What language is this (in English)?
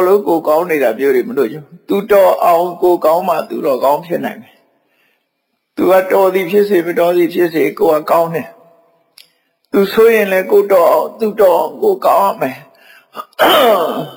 Burmese